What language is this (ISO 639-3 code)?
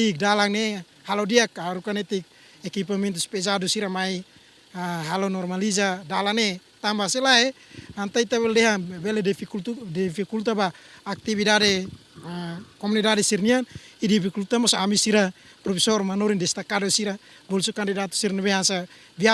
tet